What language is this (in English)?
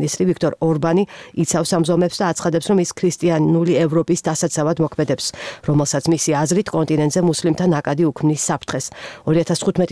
Georgian